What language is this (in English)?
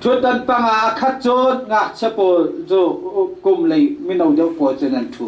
Hakha Chin